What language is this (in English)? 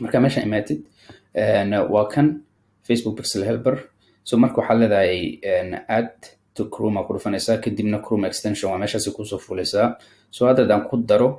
Somali